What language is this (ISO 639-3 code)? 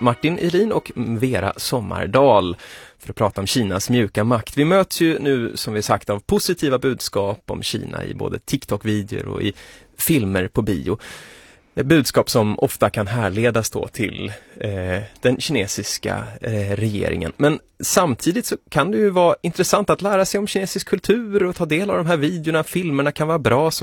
swe